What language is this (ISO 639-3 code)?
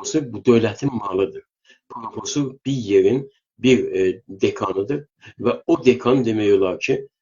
azb